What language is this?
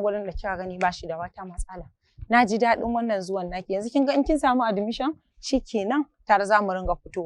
Hausa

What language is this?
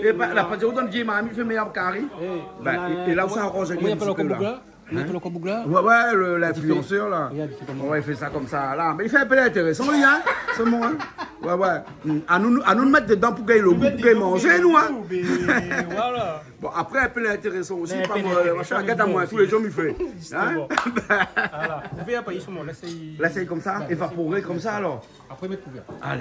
Réunion Creole French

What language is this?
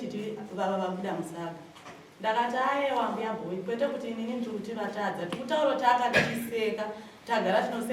Shona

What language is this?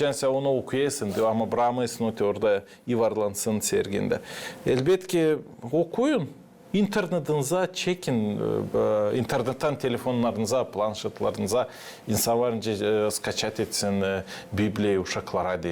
Gagauz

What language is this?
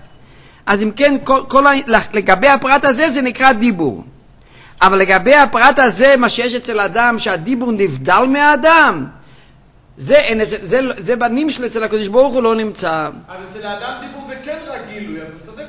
Hebrew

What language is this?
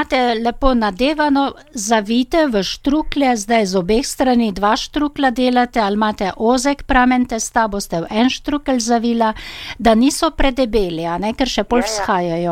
Slovenian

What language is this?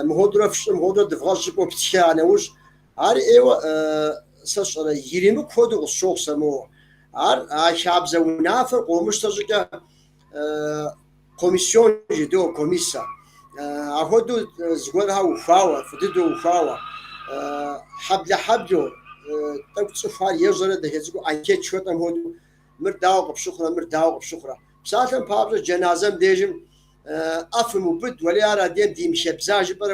Kabardian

